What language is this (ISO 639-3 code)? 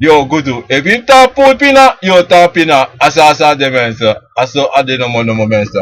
srn